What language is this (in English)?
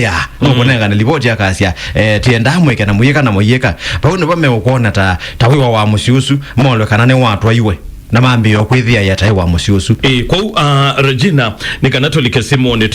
Kamba